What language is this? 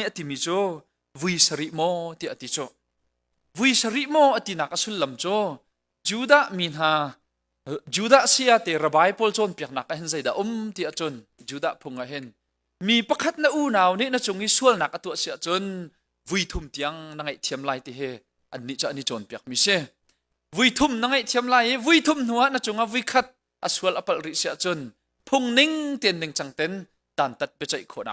Hakha Chin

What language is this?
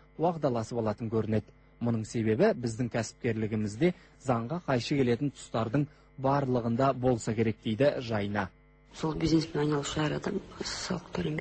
Kazakh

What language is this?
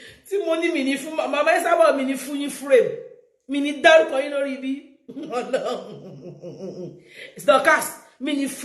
Yoruba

